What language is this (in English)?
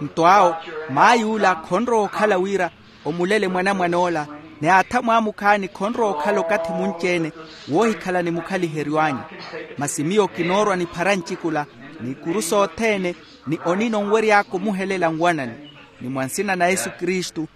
Makhuwa